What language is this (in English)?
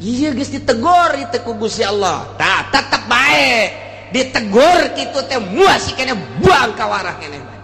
Sundanese